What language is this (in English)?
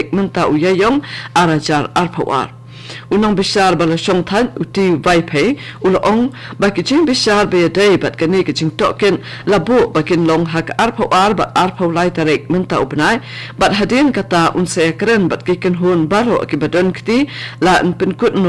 Khasi